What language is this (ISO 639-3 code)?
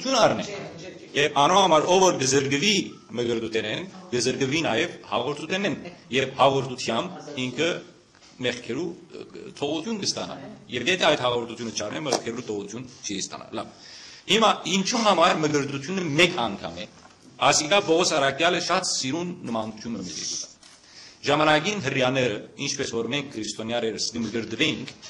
hyw